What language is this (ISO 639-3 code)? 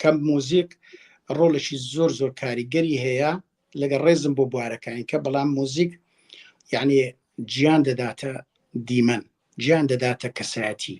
ckb